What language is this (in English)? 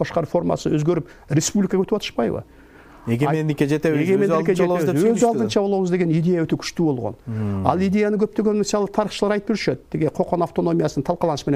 Kyrgyz